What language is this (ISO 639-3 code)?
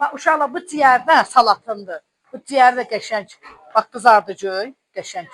aze